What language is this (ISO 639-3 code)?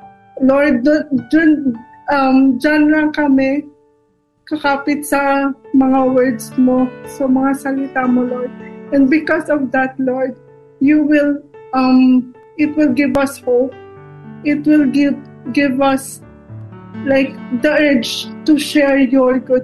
fil